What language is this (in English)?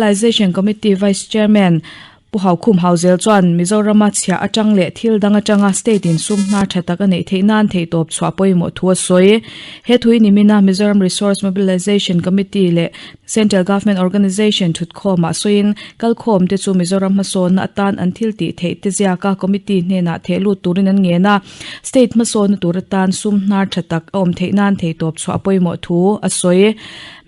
Mizo